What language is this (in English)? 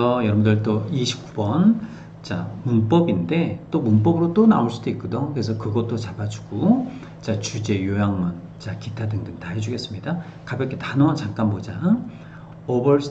Korean